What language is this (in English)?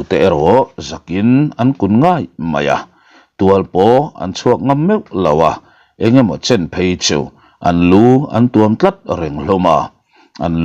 Mizo